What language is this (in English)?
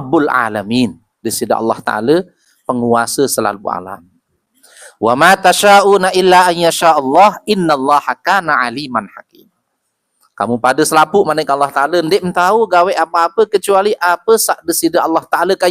Sasak